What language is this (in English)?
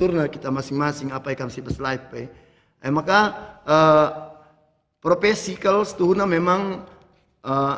Batak Karo